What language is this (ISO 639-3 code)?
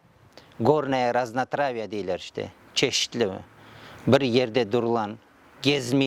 crh